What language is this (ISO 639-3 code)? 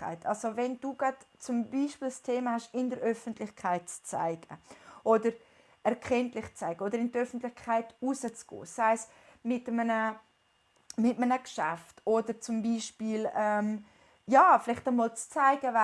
gsw